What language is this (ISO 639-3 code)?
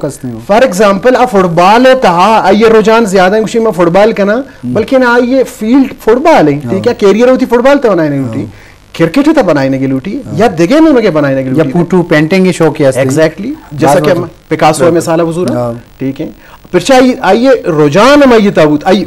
bgp